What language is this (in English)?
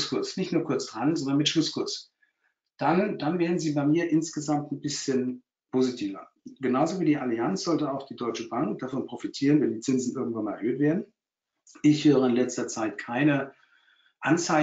German